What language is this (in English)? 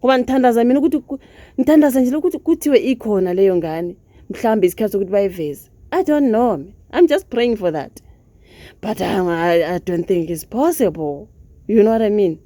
Zulu